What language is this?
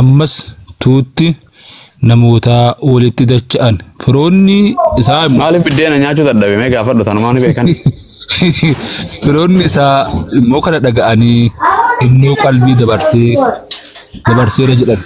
Oromo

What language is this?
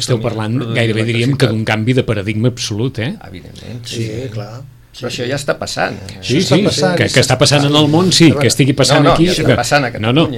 Catalan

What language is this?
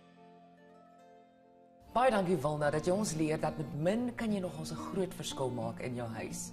Afrikaans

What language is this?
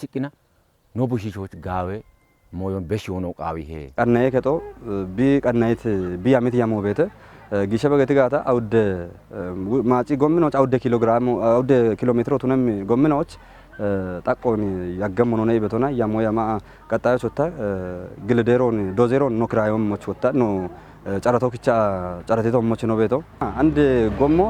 Kafa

